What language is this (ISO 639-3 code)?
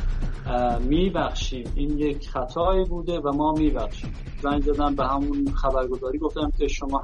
fas